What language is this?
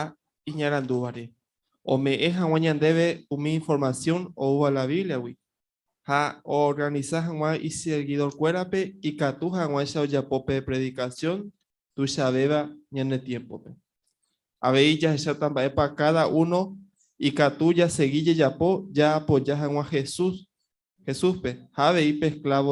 Guarani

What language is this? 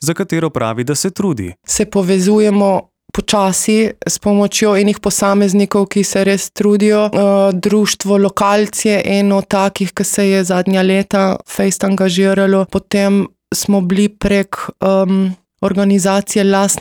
Slovenian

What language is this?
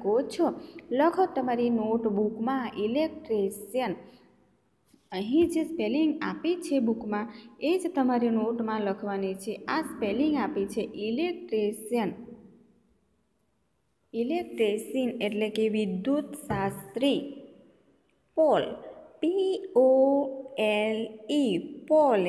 Gujarati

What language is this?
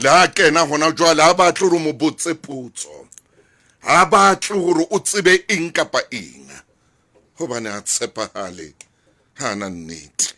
Southern Sotho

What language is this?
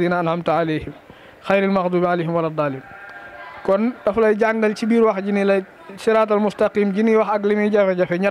Wolof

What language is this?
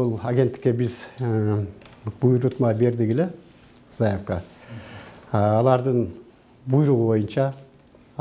Kyrgyz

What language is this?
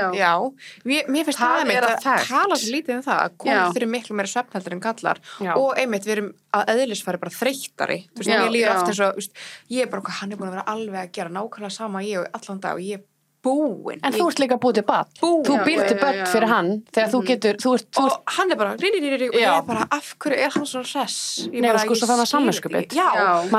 Icelandic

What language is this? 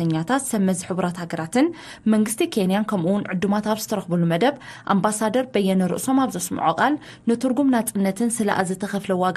Tigrinya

